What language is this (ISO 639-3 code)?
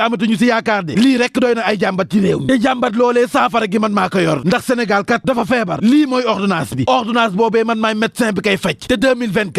wol